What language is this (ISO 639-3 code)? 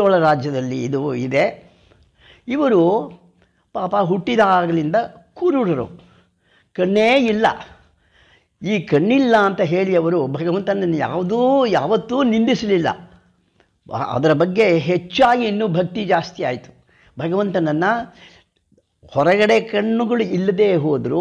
kan